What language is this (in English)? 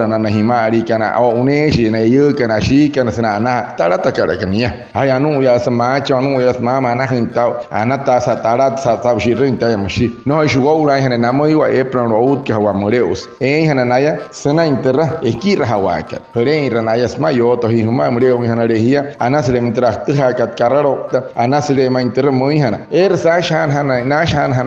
Wayuu